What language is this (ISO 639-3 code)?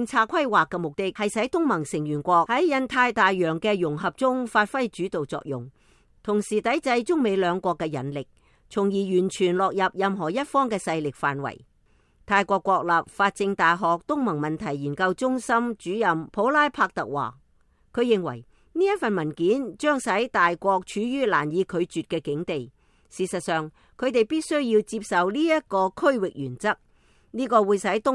yue